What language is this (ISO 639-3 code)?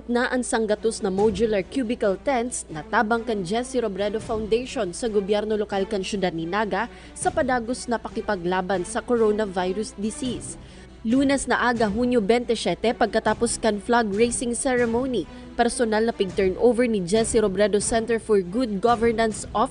bik